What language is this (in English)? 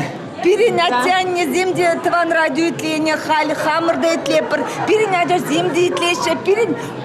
Chuvash